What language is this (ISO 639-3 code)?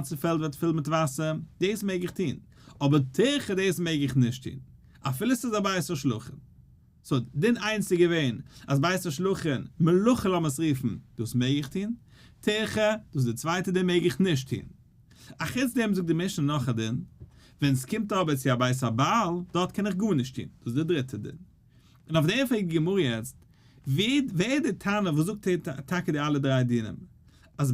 yid